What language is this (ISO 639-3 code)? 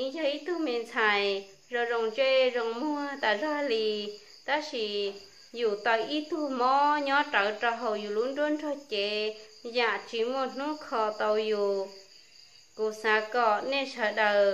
hmn